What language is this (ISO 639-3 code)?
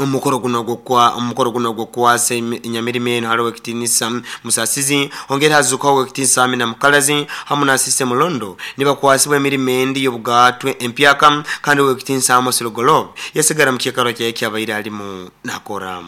nyo